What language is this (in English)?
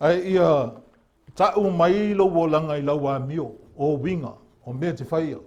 Samoan